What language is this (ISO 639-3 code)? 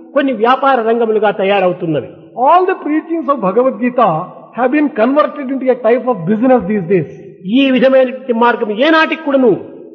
tel